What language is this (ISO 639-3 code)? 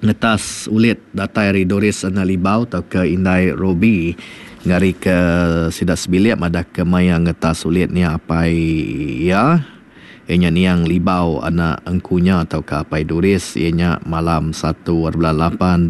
iba